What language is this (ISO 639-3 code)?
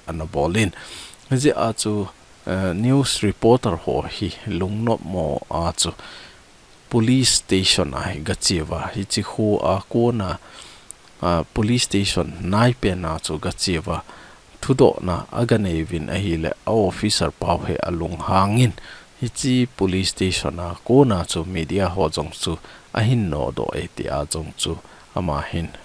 tcz